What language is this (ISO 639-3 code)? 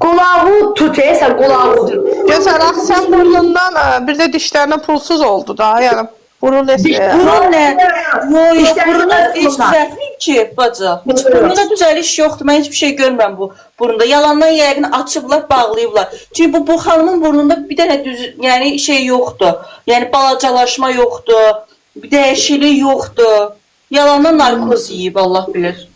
aze